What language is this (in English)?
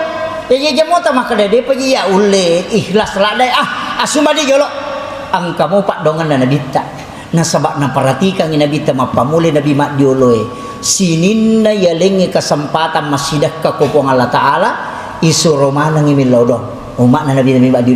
Buginese